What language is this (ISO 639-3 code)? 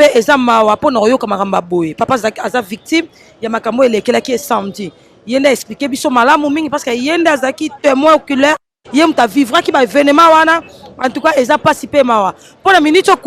lin